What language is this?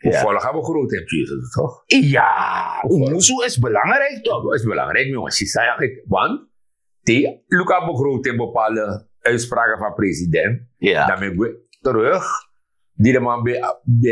Sranan Tongo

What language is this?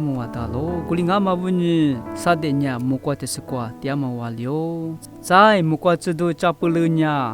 Lisu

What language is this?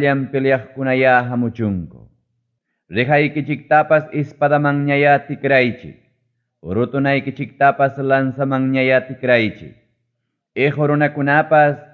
Ayacucho Quechua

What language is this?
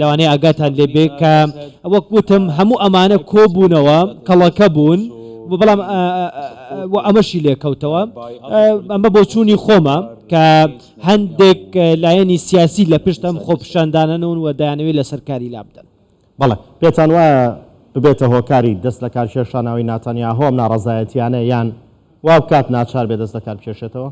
Central Kurdish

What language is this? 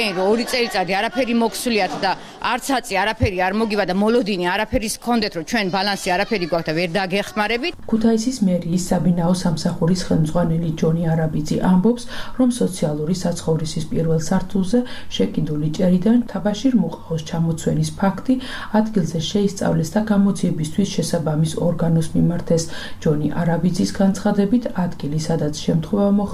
Georgian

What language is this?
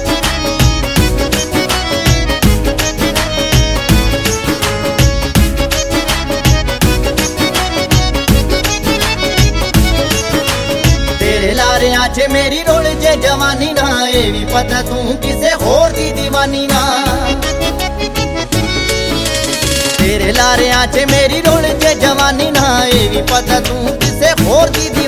Punjabi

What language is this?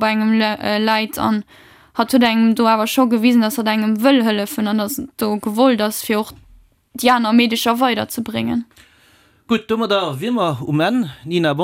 Luxembourgish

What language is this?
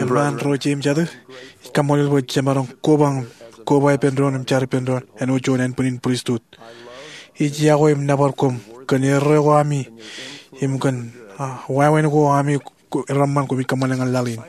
Marshallese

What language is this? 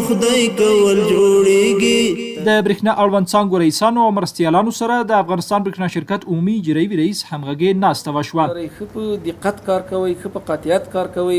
Pashto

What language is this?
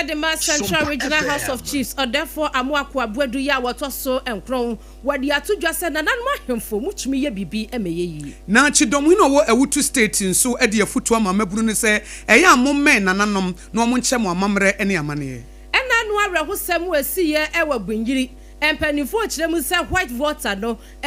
Akan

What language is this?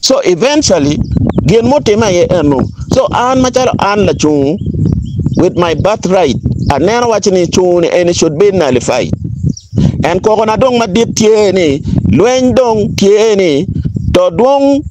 Acoli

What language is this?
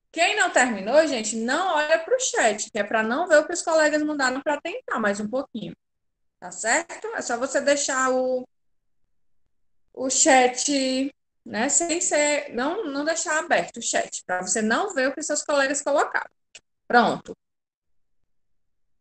Portuguese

